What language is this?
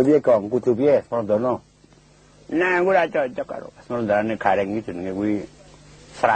Javanese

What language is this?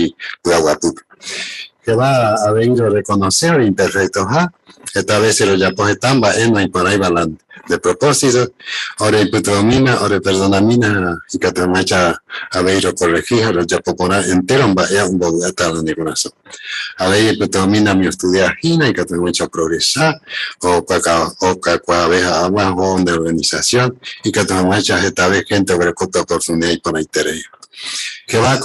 Guarani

